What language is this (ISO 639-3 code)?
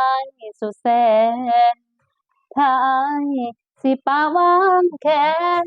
tts